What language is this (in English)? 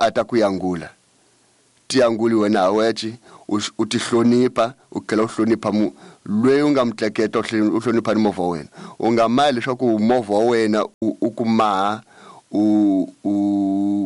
Tsonga